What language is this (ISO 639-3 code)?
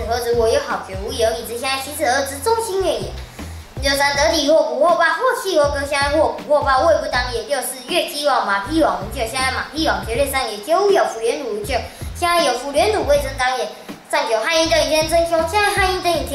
lzh